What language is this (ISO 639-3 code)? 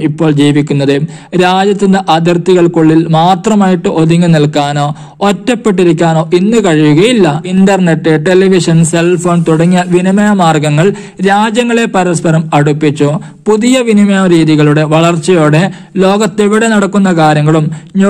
mal